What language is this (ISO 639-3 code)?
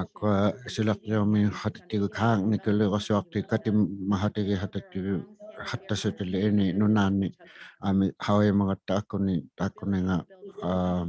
iku